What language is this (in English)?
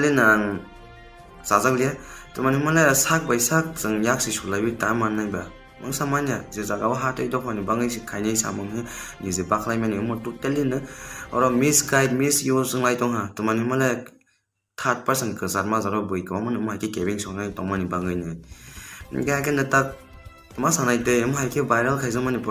Kok Borok